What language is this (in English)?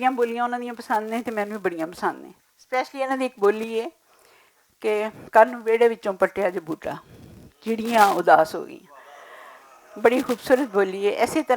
Western Panjabi